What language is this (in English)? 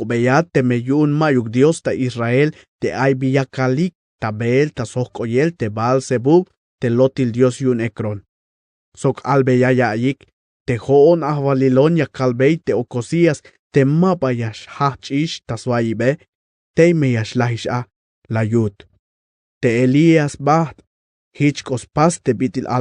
Tzeltal